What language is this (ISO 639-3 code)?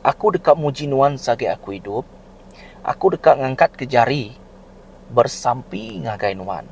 iba